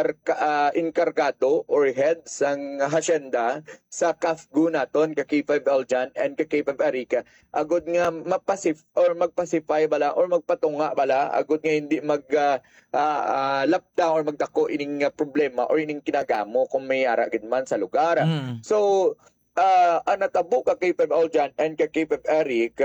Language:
Hiligaynon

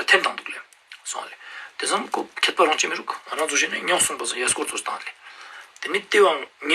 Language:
Ladakhi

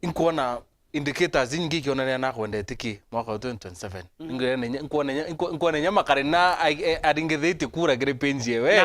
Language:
Meru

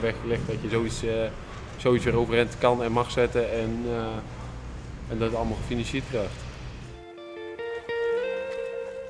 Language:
Dutch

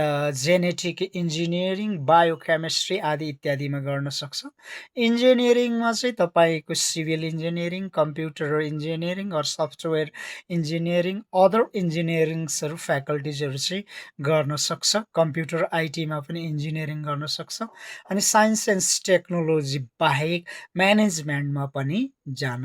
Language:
Nepali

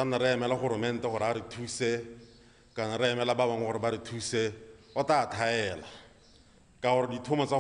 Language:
Tswana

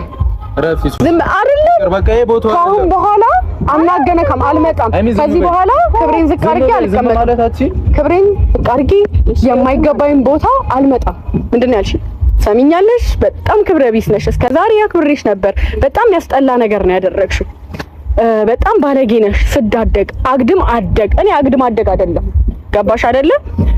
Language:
Amharic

